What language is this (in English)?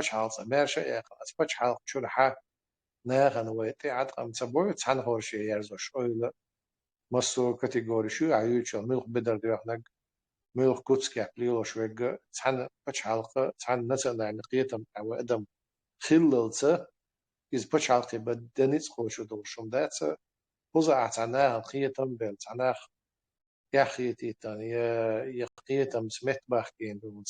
Chechen